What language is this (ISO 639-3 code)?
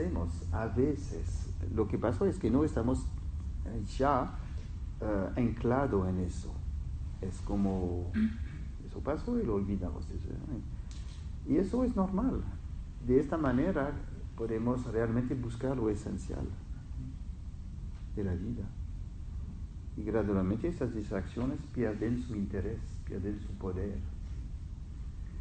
spa